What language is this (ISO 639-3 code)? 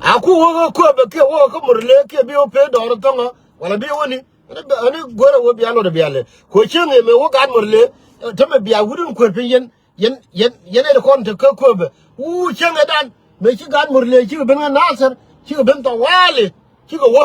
nus